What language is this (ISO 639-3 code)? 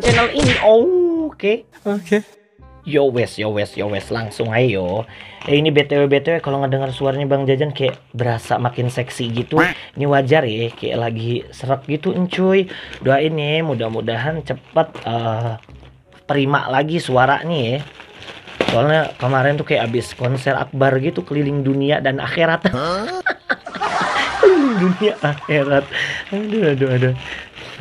ind